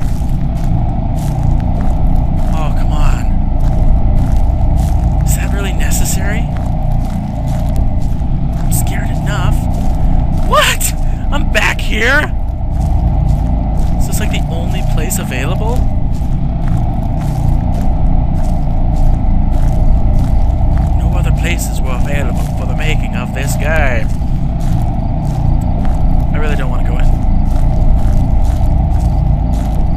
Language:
English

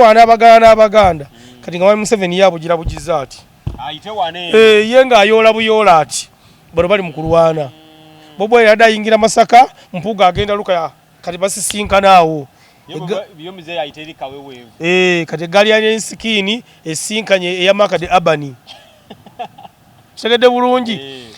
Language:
Ganda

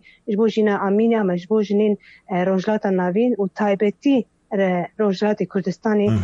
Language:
Kurdish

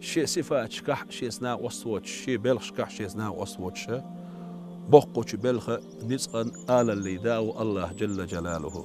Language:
Chechen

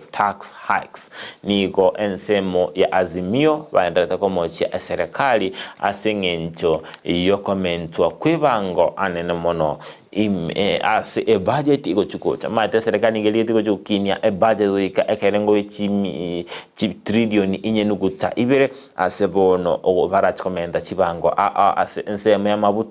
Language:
Gusii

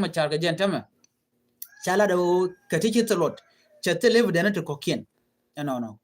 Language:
Nuer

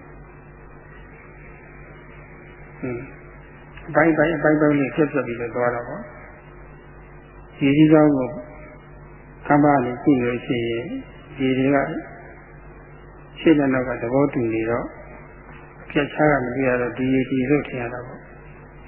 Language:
Burmese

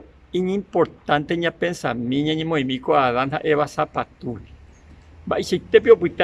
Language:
Guarani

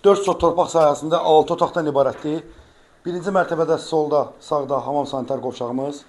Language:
Azerbaijani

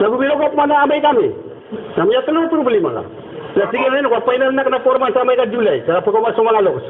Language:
Maranao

